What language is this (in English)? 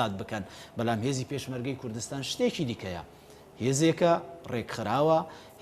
Central Kurdish